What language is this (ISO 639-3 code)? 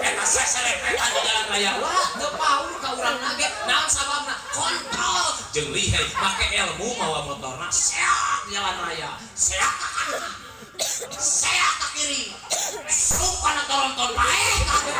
sun